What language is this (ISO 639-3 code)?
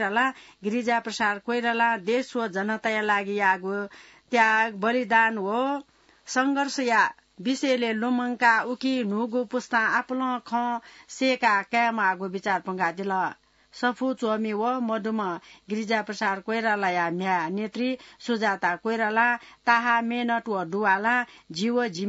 new